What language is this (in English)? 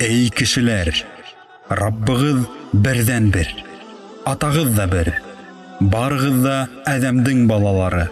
Bashkir